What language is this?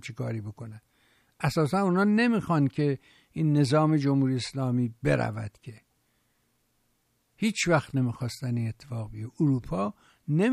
Persian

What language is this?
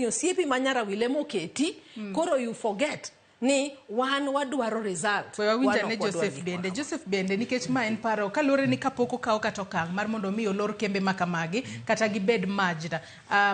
Luo (Kenya and Tanzania)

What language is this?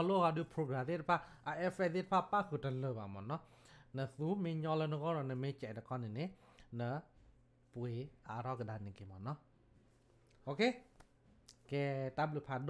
S'gaw Karen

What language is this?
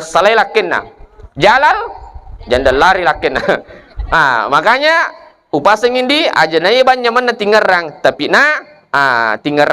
Buginese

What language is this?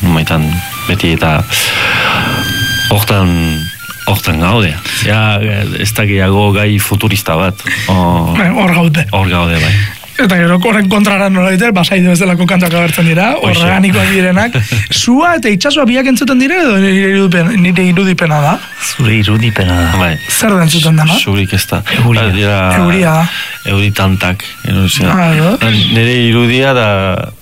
Basque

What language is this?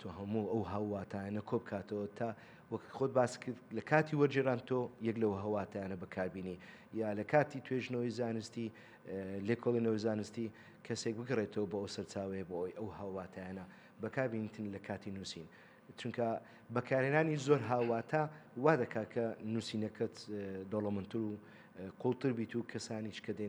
Central Kurdish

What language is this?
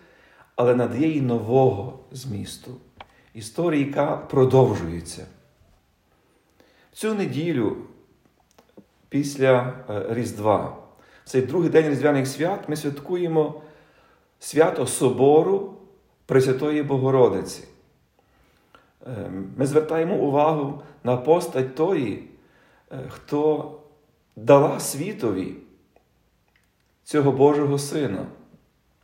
Ukrainian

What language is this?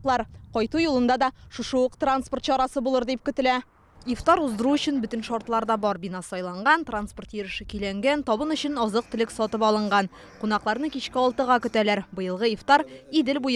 Tatar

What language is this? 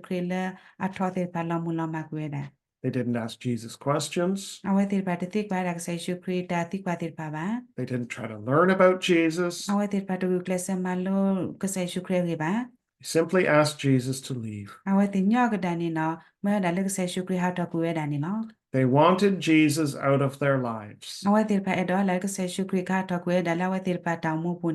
S'gaw Karen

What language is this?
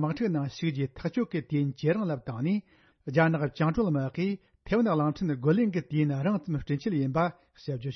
Tibetan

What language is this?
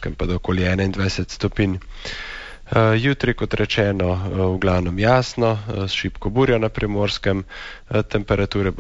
Slovenian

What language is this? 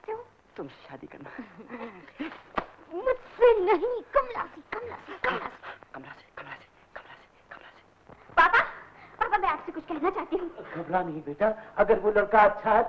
Hindi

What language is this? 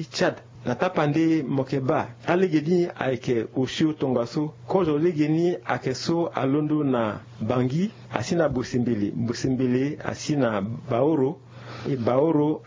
Sango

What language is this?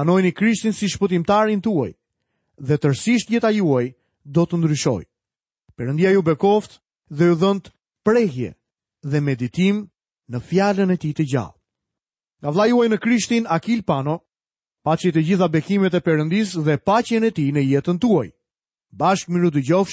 Albanian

